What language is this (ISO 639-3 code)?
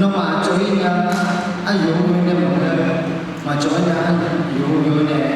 ahk